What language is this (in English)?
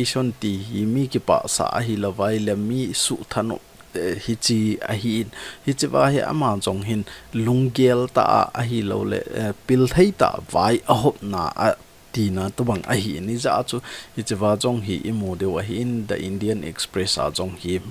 Thado Chin